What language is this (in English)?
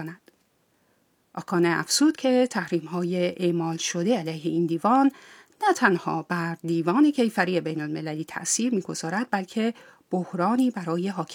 Persian